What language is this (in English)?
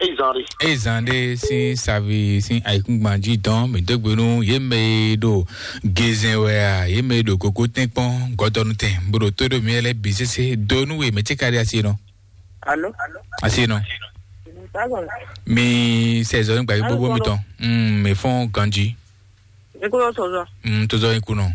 Fon